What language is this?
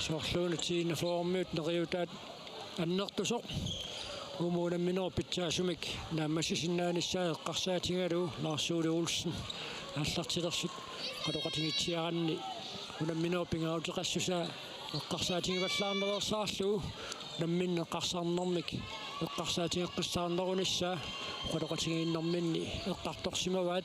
Kalaallisut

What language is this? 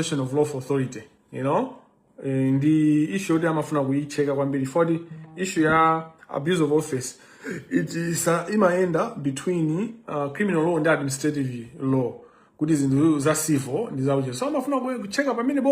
Nyanja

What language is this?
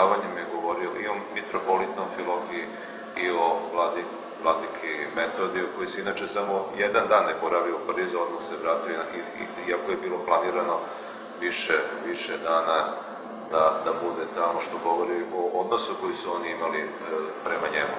Serbian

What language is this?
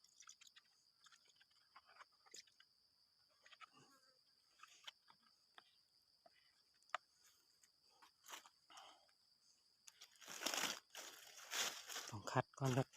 Northeastern Thai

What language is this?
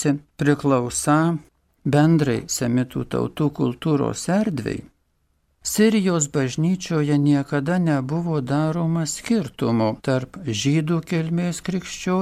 Lithuanian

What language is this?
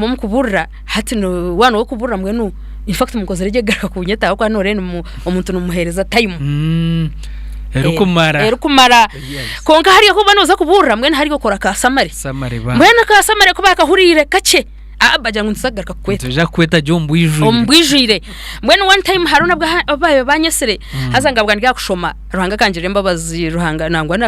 Nyankole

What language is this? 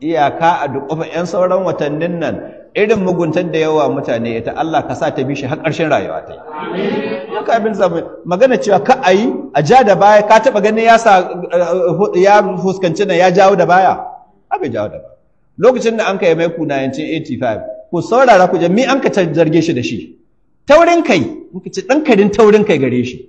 Hausa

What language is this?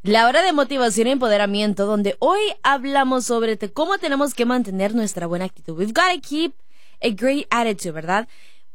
Spanish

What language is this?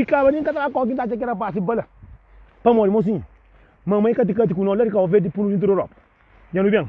Kabuverdianu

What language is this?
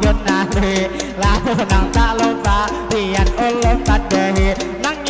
Banjar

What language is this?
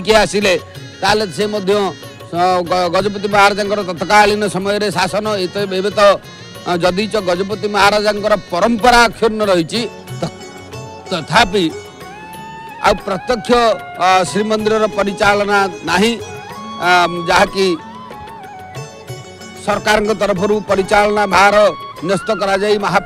Odia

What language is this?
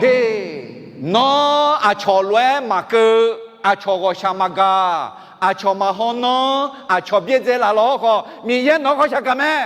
Akha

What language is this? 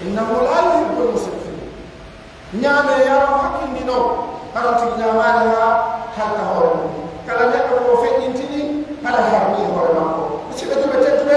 Pular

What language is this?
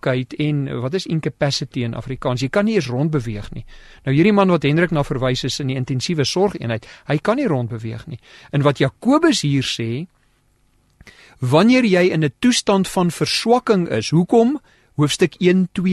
Afrikaans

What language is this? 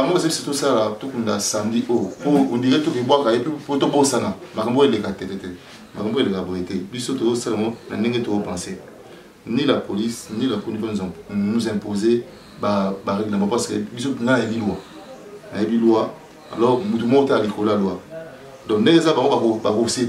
Lingala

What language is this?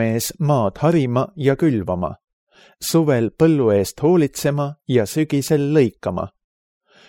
Estonian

